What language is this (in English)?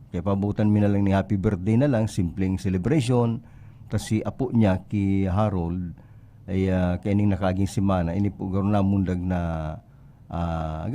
Bikol